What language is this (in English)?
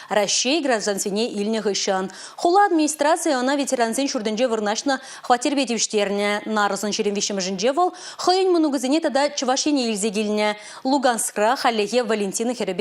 Chuvash